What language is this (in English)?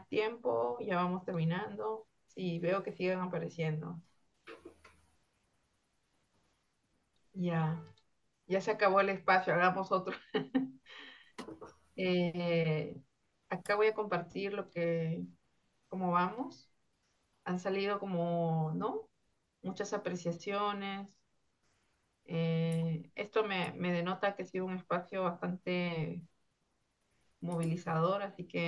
Spanish